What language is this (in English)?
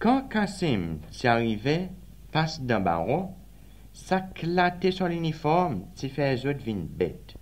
Seselwa Creole French